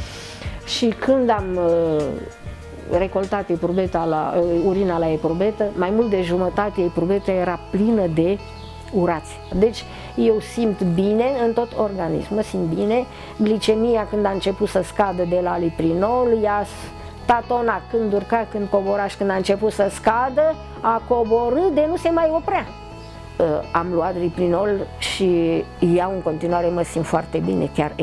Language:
Romanian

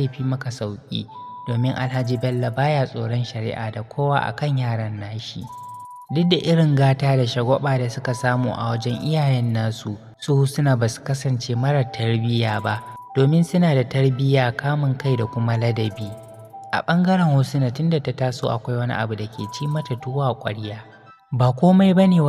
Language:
Hausa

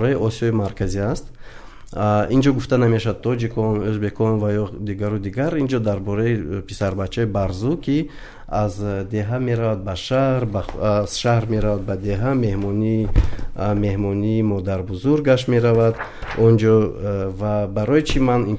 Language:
Tajik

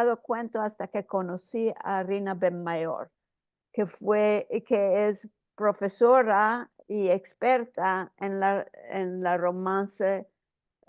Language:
Ladino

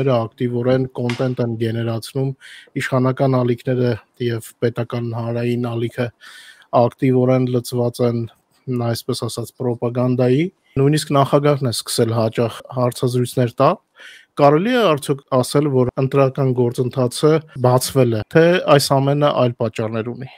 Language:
Armenian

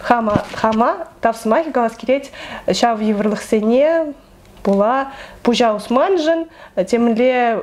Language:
Chuvash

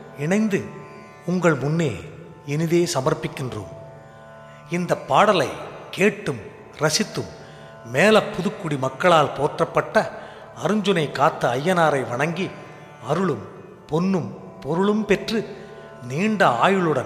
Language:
Tamil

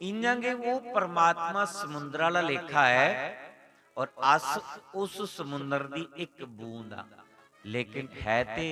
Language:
Dogri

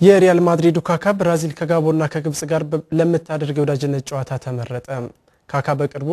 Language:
Amharic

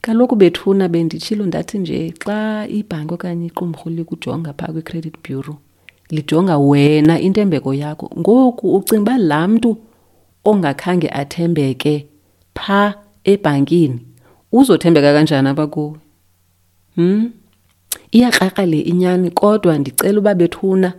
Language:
Xhosa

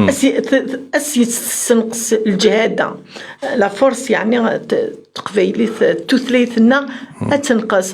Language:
Kabyle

